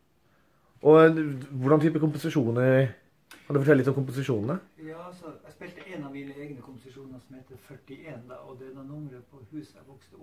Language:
Norwegian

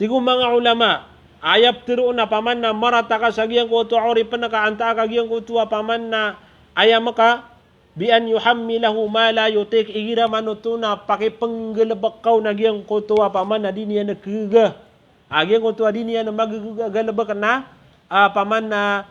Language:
Maranao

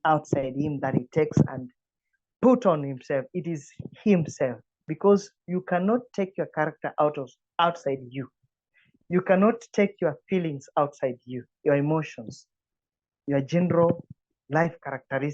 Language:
English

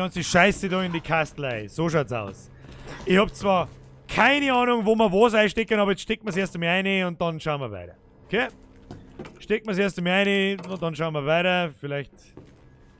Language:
Bavarian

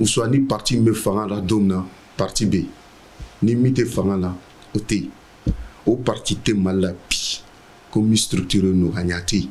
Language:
Bambara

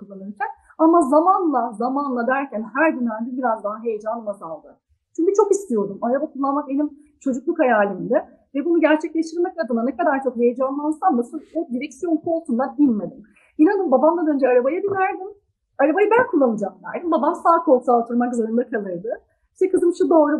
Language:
Turkish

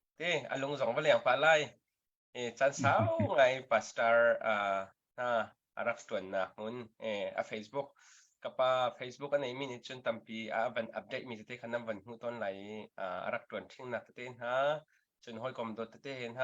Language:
Hakha Chin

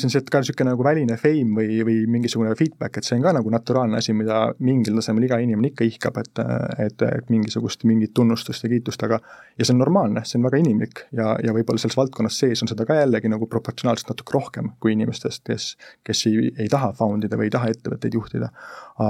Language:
Estonian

